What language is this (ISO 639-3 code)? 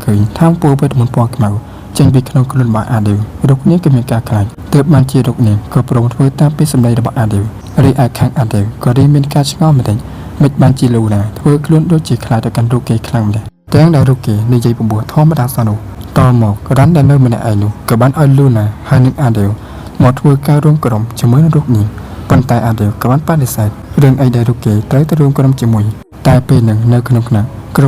khm